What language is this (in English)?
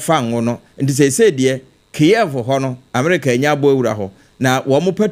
Akan